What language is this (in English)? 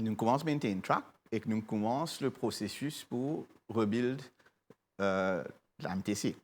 Morisyen